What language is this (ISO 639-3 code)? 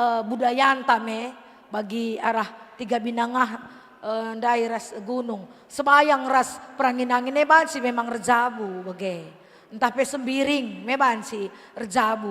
btx